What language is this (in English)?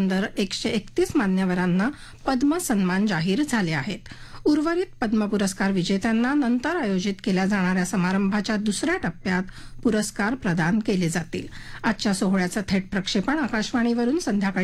Marathi